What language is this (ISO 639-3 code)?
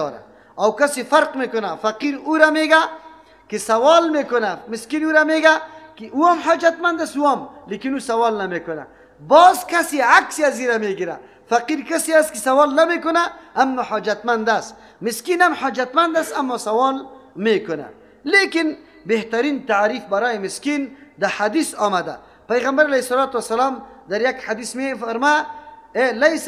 fas